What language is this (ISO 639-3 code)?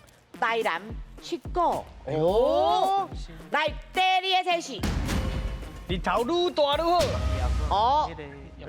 nan